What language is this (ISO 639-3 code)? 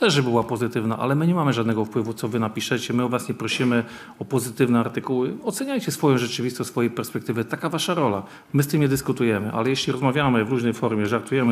pol